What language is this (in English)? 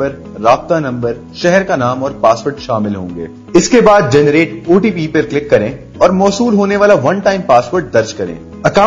Urdu